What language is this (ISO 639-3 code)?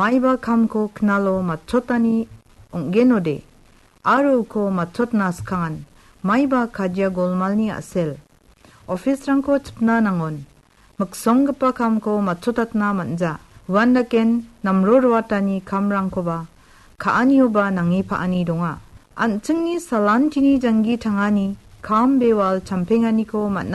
grt